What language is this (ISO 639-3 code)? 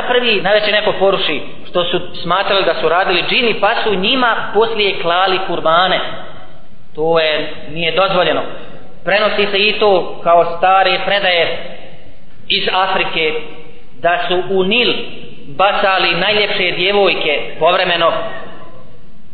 bos